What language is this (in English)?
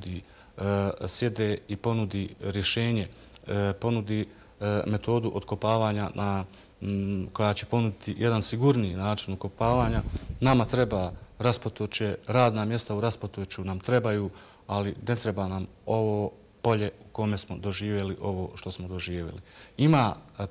Bosnian